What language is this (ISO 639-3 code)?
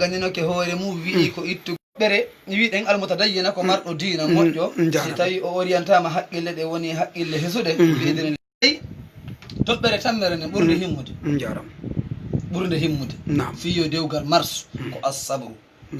ful